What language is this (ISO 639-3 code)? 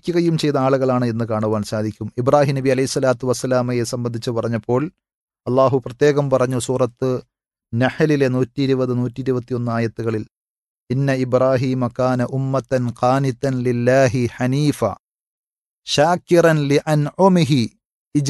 mal